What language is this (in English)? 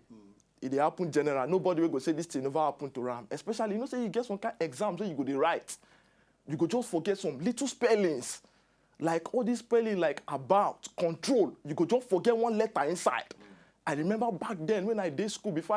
Nigerian Pidgin